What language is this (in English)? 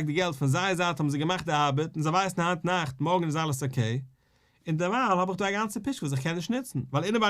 Yiddish